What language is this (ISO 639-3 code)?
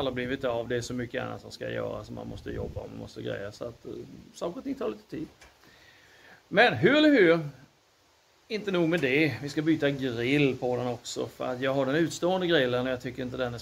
swe